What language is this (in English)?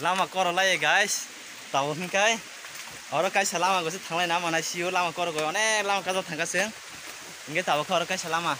Kok Borok